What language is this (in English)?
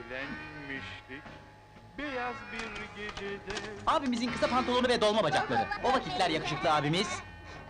Turkish